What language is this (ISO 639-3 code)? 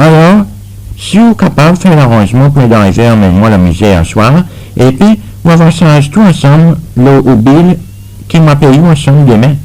crs